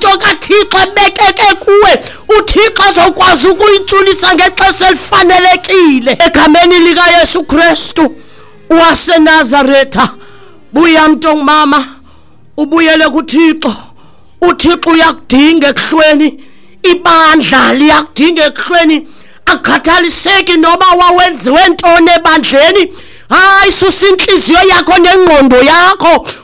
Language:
Xhosa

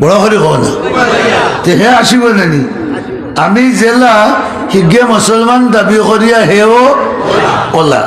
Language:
Sylheti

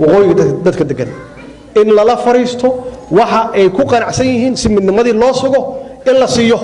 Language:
Somali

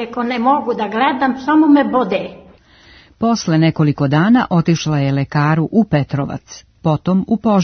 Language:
Serbian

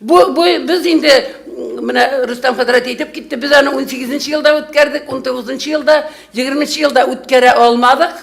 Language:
Tatar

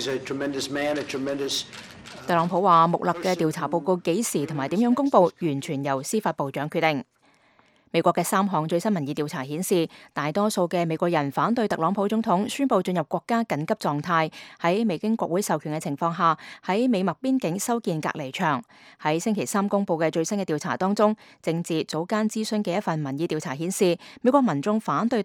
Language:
Cantonese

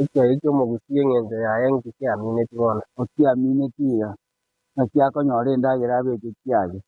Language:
Gusii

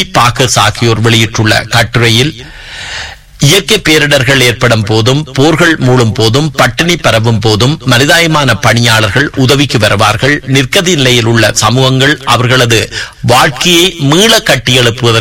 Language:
Tamil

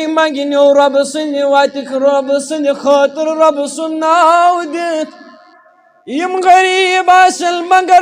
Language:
Kashmiri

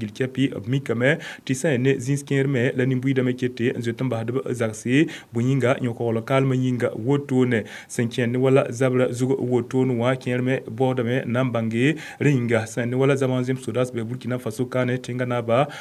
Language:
Mossi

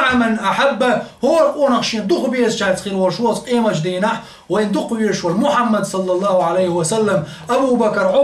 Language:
Chechen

